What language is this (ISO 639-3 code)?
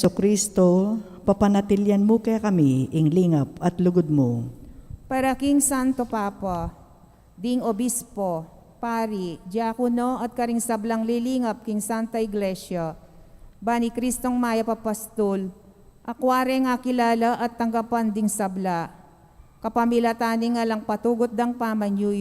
pam